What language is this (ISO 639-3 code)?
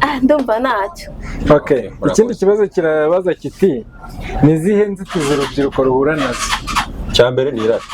kin